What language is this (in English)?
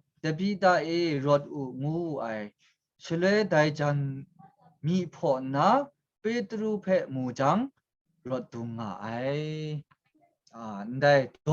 Kachin